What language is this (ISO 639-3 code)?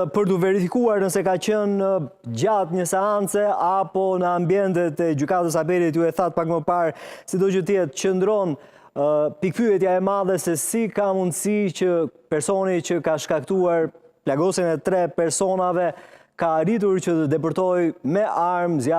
sqi